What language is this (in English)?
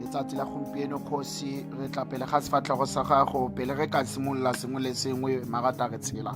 Tswana